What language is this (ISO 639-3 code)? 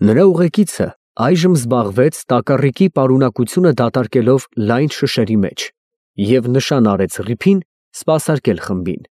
hye